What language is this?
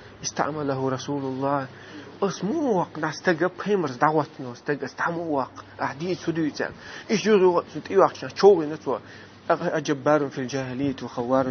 Chechen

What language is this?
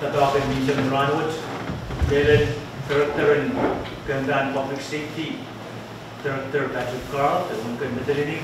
Pohnpeian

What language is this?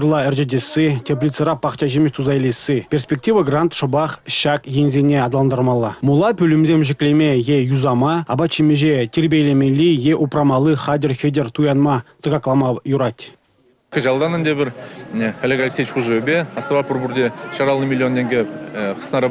Chuvash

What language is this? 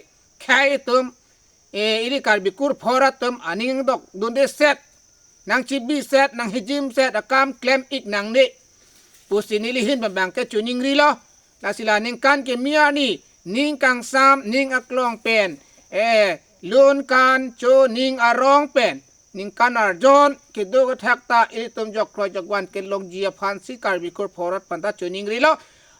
Karbi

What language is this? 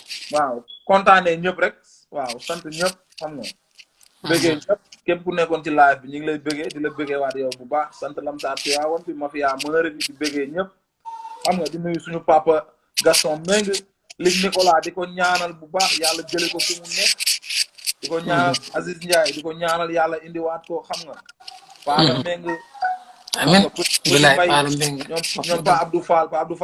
Wolof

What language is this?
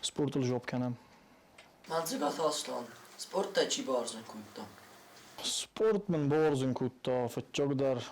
Ossetic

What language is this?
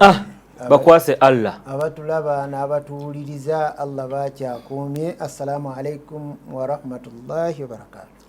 Ganda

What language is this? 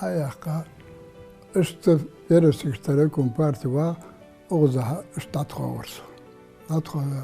Ingush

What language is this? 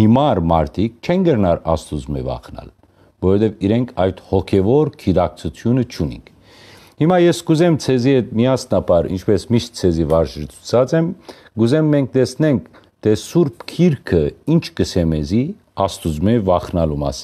Western Armenian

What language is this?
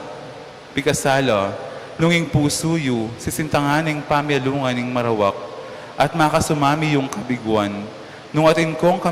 Pampanga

